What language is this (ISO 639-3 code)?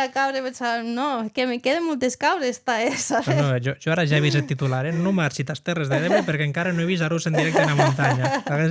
oci